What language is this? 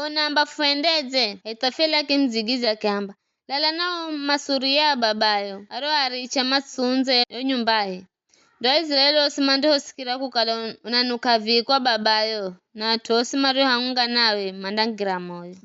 Giryama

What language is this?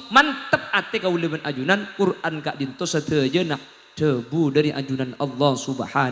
Madurese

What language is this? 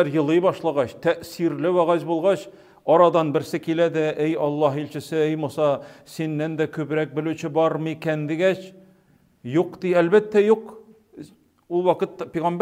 Tatar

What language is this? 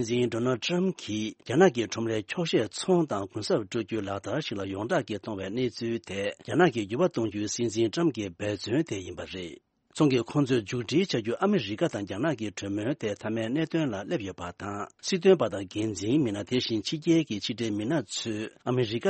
Tibetan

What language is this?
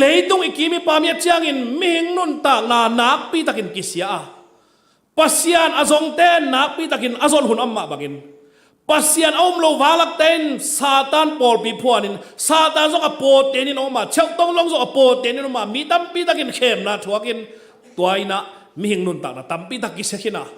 Tedim Chin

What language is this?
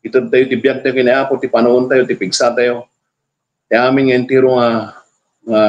Iloko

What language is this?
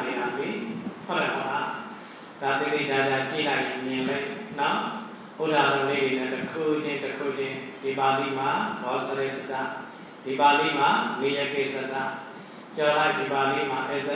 Burmese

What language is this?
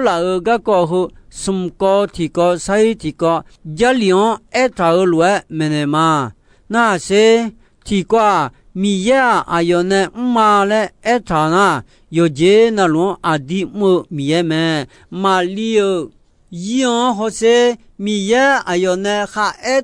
Akha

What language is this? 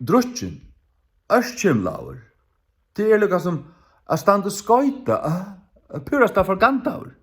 Faroese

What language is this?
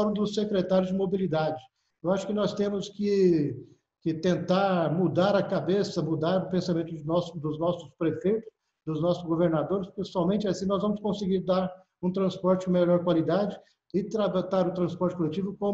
Portuguese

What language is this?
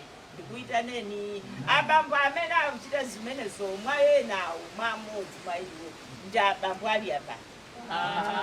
Nyanja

